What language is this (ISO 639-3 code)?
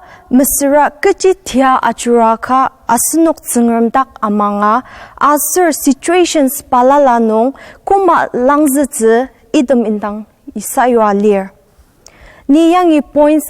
njo